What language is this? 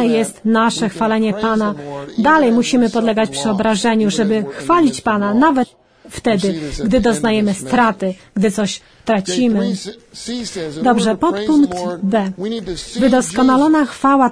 Polish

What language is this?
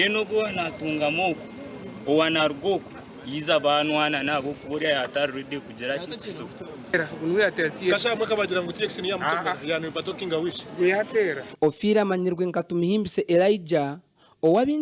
Nyankole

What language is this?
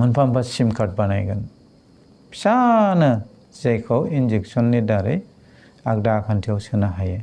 Bodo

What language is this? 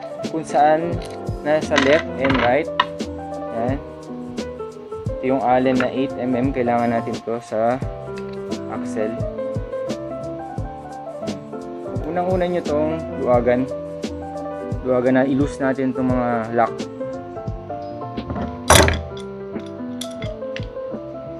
Filipino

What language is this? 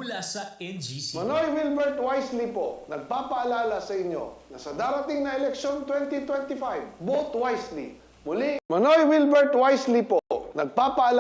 Bikol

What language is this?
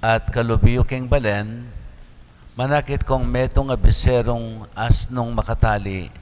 Pampanga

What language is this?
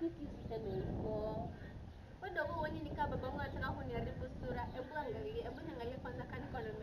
Swahili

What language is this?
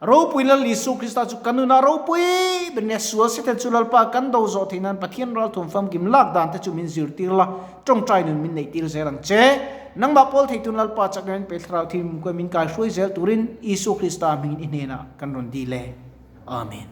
Mizo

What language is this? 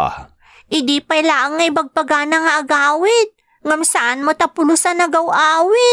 Iloko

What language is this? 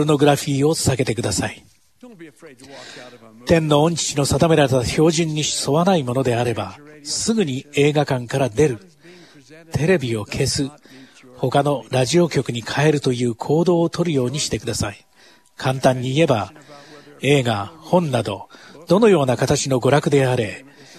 Japanese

